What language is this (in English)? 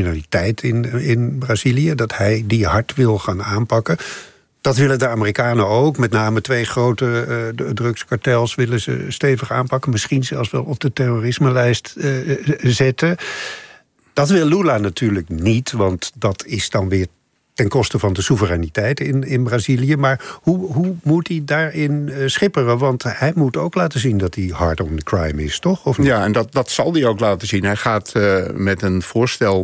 Dutch